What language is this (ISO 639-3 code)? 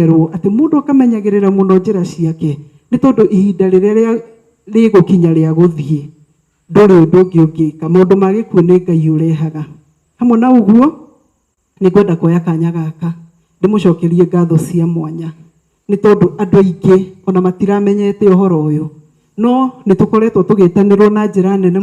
kik